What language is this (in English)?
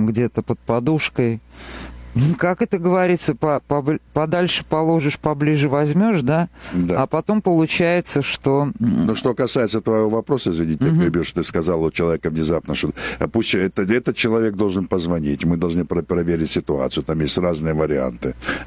Russian